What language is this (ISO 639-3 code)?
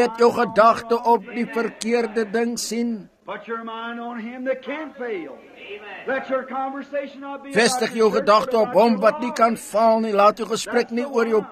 afr